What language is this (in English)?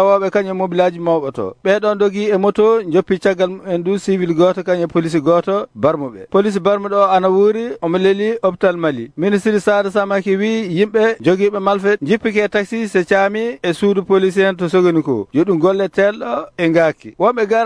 Fula